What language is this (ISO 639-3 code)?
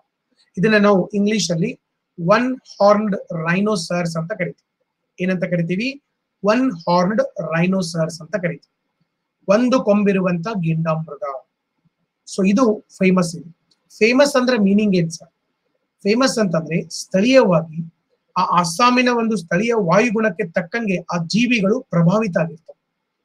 kan